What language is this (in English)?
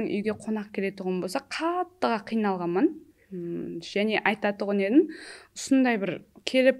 Kara-Kalpak